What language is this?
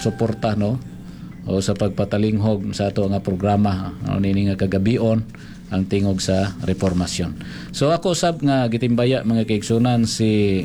Cebuano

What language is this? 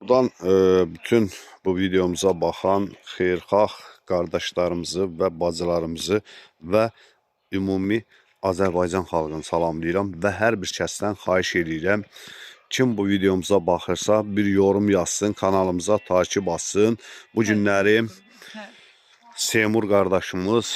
Azerbaijani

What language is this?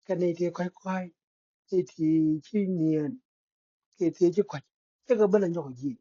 Nuer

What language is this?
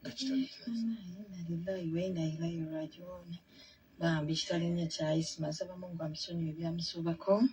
Ganda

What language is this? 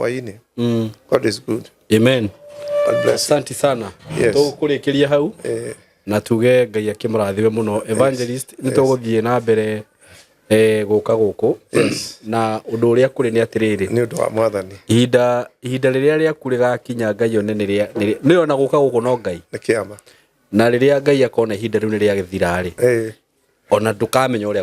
Kikuyu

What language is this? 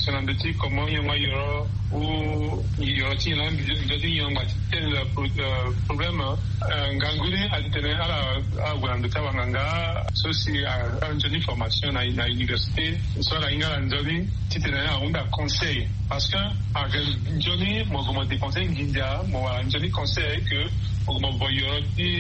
Sango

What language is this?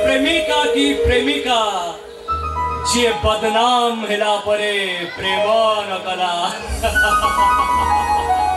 Odia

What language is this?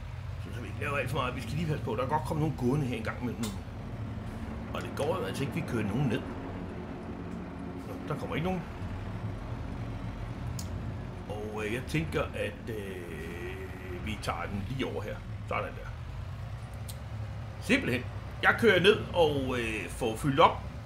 Danish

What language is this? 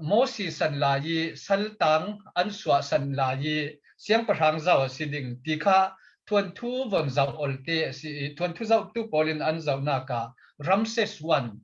Falam Chin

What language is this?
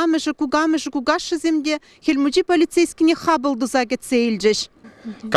Chuvash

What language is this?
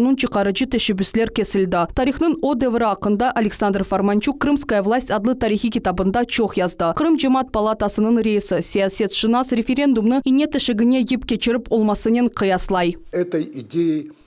Crimean Tatar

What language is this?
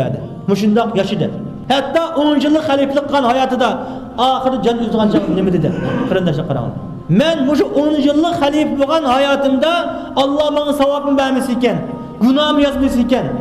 Uyghur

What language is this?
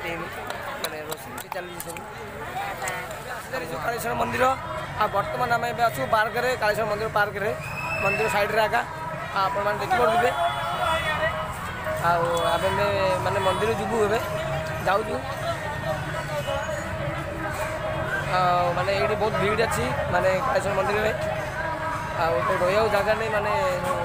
Odia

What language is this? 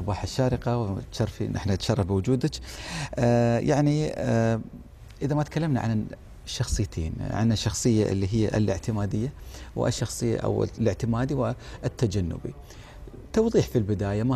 Egyptian Arabic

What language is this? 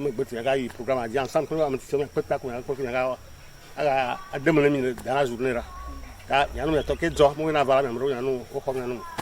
Ewe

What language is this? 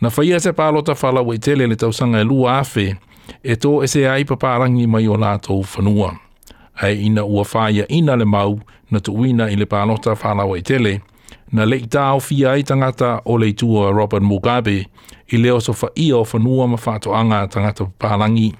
Samoan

